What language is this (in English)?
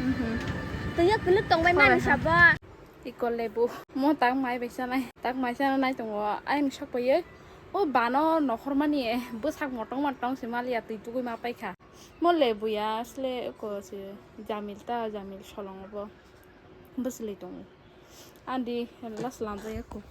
Kok Borok